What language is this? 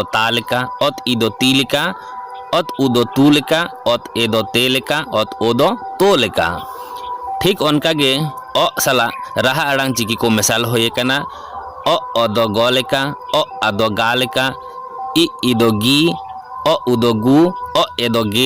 Santali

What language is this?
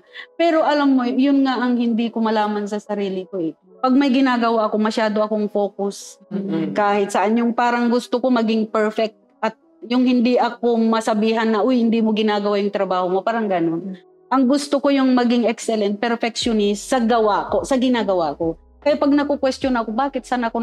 Filipino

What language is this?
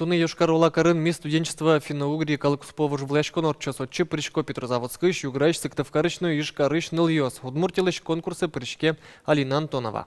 Udmurt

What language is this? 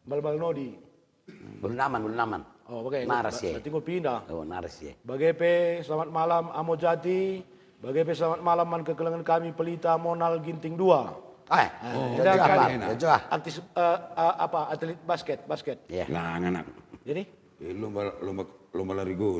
Batak Karo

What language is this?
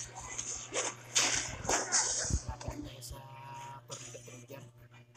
Filipino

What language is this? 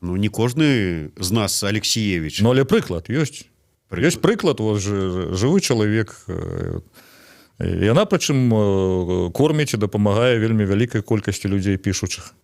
Belarusian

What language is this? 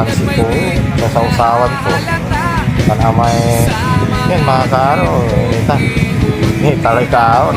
Pangasinan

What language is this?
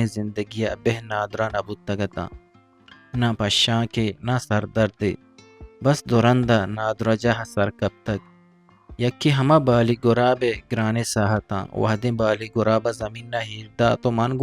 Eastern Balochi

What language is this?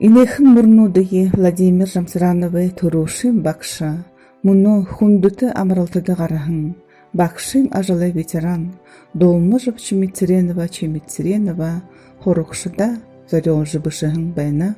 Buriat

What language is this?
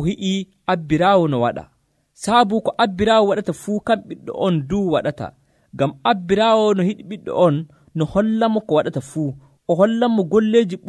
Nigerian Fulfulde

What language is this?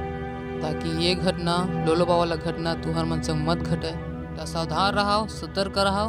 Chhattisgarhi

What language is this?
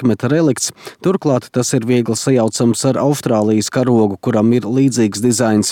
Latvian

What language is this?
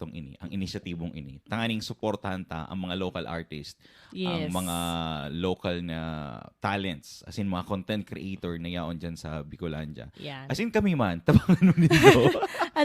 Bikol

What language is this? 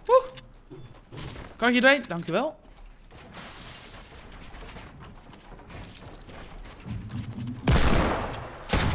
Dutch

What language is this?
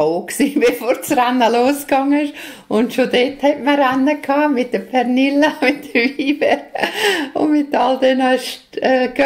Swiss German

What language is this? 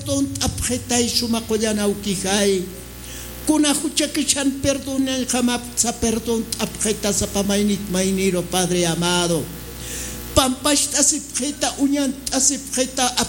Aymara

